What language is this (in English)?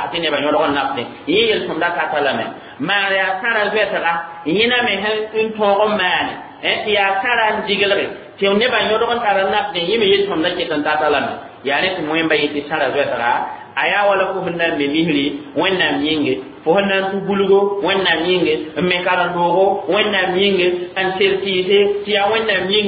Mossi